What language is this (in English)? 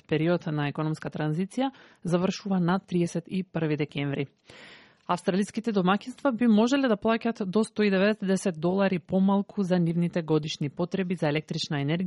Macedonian